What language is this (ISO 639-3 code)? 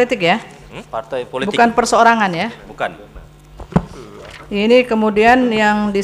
ind